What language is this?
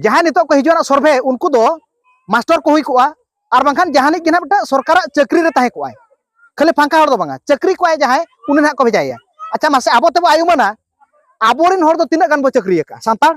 Santali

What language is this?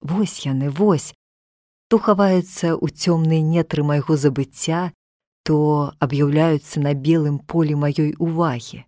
Belarusian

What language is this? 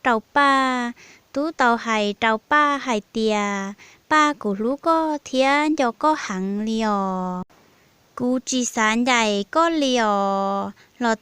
Hmong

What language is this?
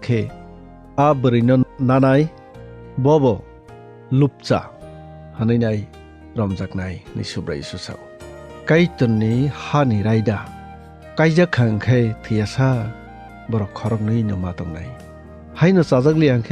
Kok Borok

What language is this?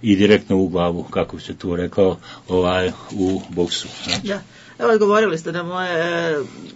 Bosnian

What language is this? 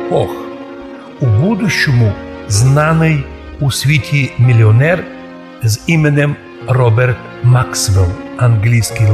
Rusyn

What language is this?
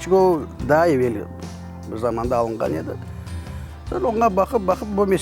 Crimean Tatar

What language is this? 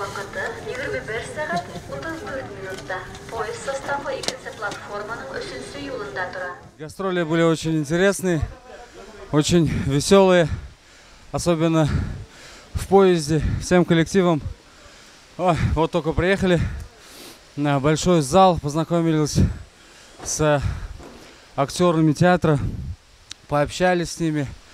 Bashkir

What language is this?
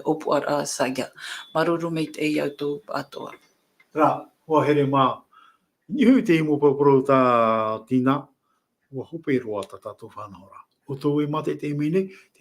Tahitian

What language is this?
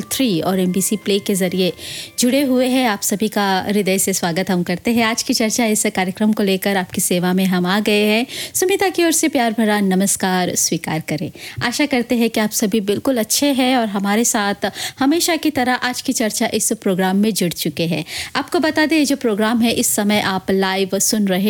Hindi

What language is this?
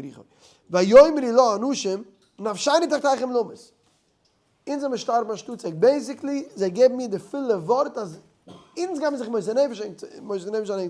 Yiddish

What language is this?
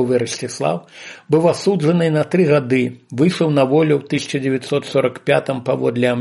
Belarusian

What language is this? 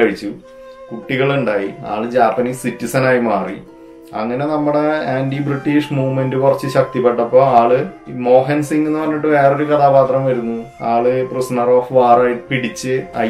Malayalam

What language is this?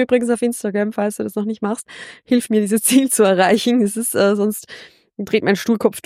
German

